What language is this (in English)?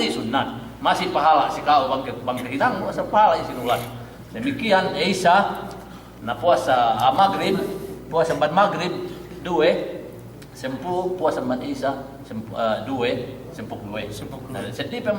Yakan